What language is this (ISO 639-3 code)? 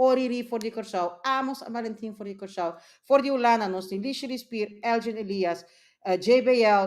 pap